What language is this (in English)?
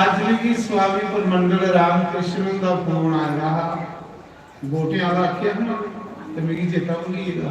Dogri